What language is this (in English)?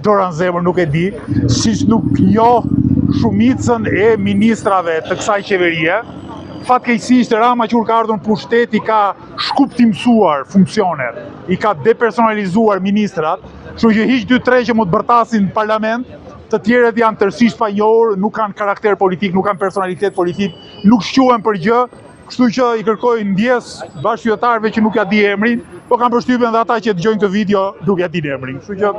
Albanian